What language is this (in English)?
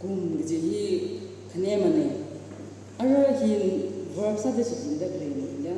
Tangkhul Naga (India)